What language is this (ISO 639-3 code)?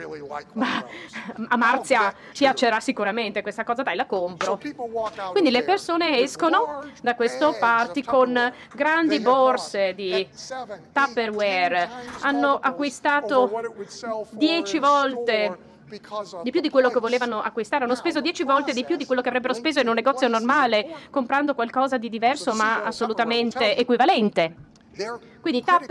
ita